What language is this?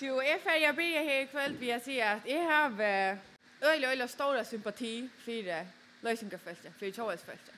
Faroese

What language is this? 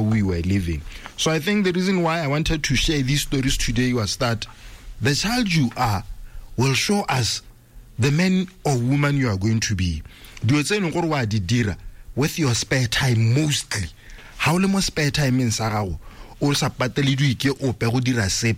Tswana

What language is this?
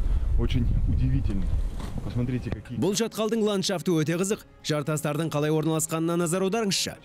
Kazakh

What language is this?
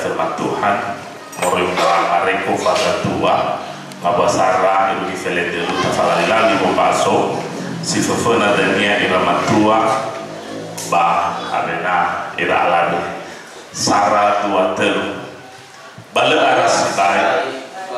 Nias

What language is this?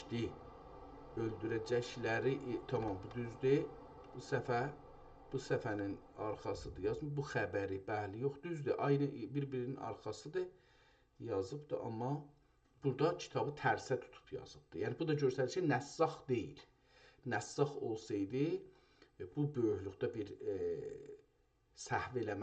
South Azerbaijani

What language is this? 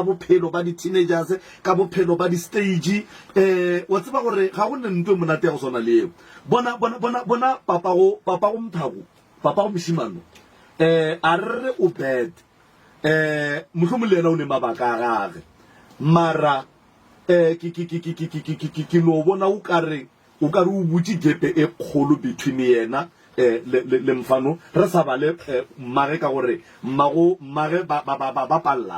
Northern Sotho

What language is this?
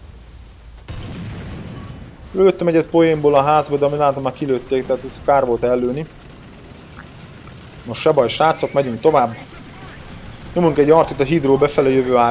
Hungarian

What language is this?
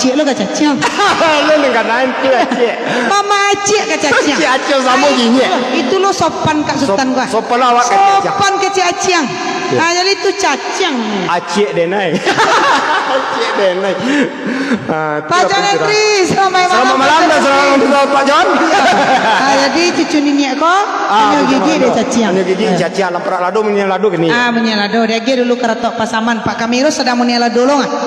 Minangkabau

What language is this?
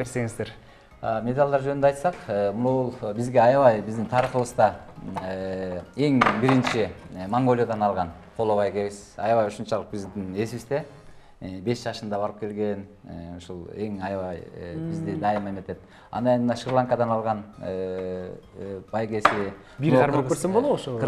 Kyrgyz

